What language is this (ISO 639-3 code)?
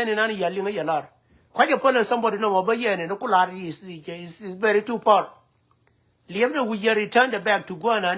nus